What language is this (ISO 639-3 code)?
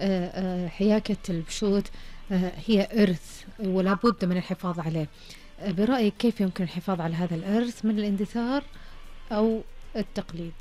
ars